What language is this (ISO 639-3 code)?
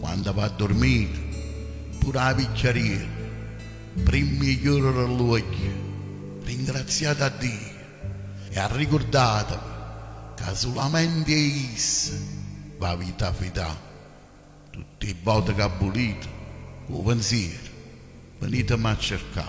nap